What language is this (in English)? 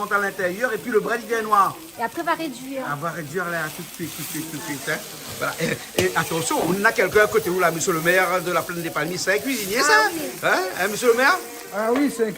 Réunion Creole French